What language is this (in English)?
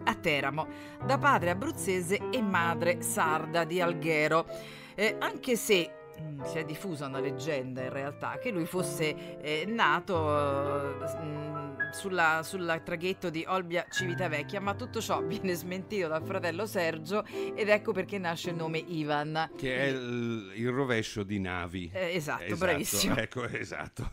Italian